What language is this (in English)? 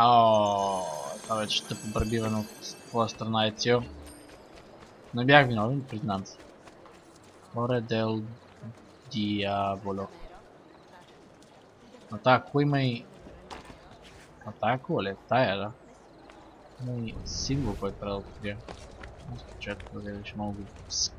Bulgarian